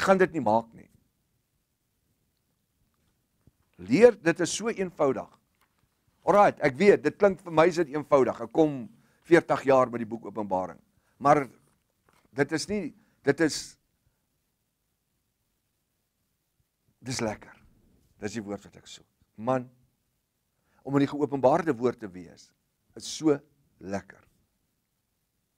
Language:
Afrikaans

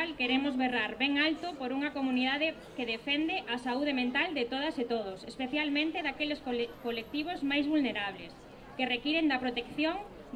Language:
Galician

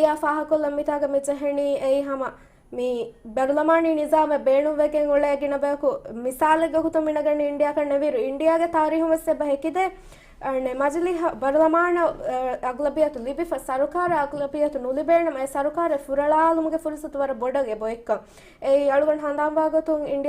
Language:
Divehi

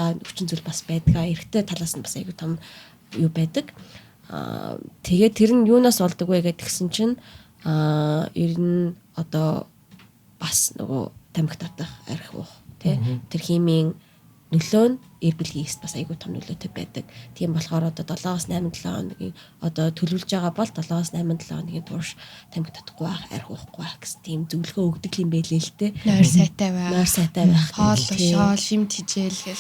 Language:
Mongolian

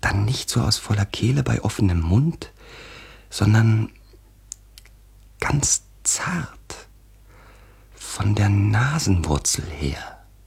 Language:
German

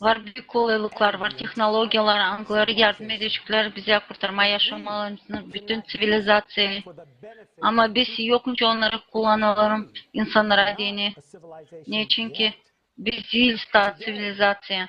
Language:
Gagauz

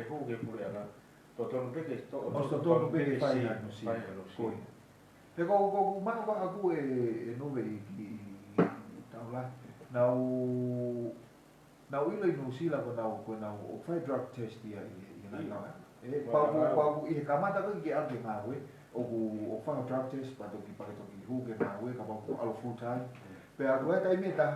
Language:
Tongan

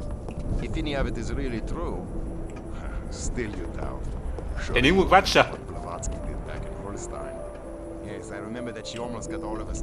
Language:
Bavarian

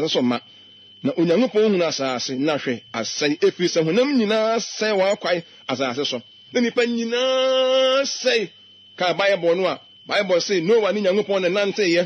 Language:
Akan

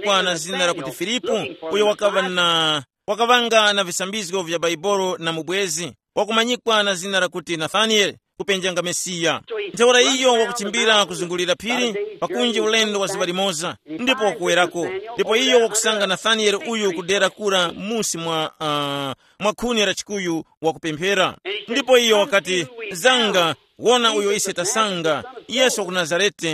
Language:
Tumbuka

